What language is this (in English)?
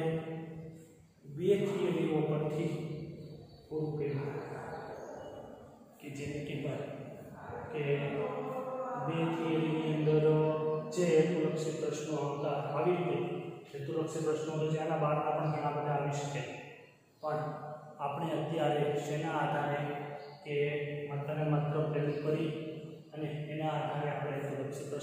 Gujarati